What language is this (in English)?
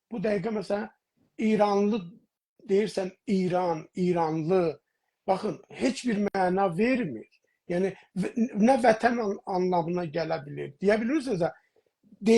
South Azerbaijani